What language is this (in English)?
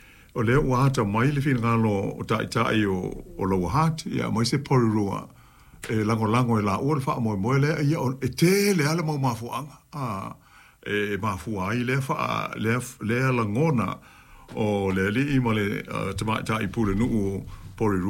Samoan